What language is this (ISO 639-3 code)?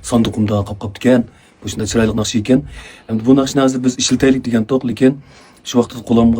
uig